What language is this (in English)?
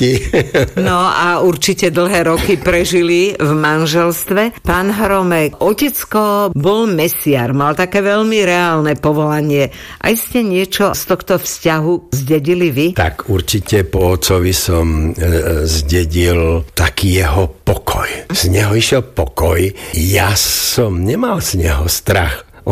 Slovak